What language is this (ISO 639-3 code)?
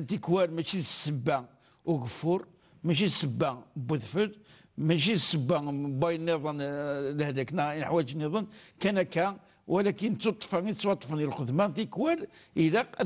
kab